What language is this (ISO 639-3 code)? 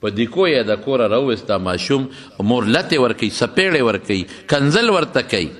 pus